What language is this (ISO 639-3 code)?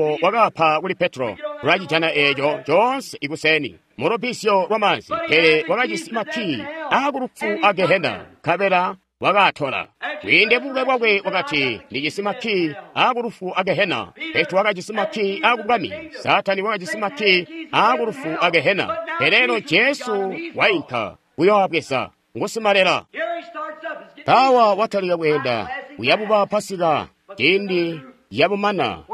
toi